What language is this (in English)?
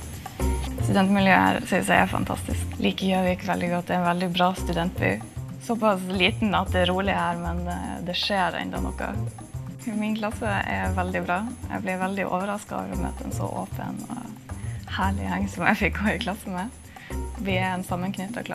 Norwegian